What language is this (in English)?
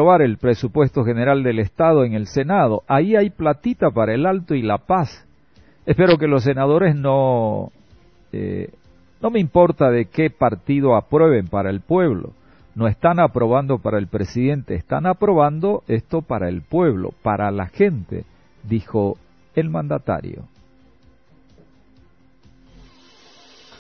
Spanish